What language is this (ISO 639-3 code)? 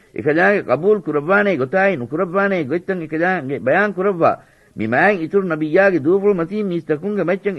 div